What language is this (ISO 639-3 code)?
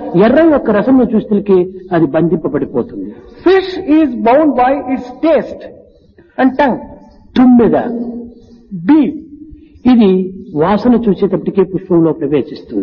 tel